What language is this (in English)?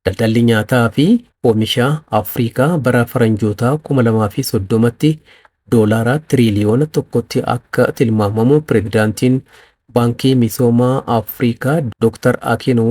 Oromo